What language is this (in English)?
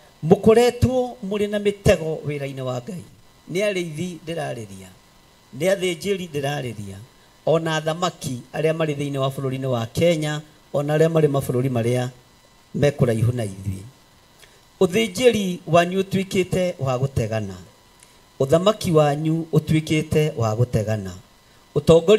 Kikuyu